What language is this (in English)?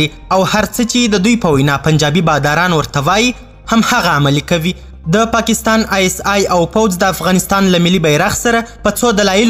Pashto